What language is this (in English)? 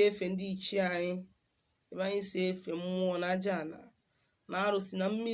Igbo